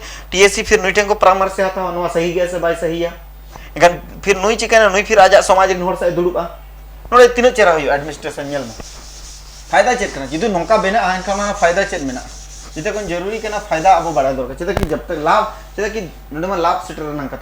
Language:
Santali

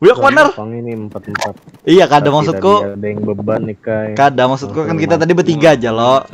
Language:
Banjar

